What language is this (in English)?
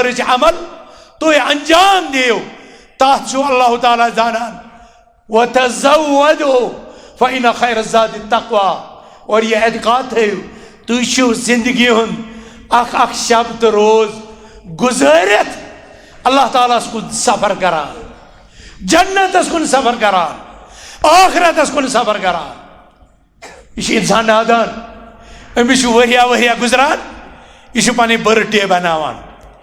Kashmiri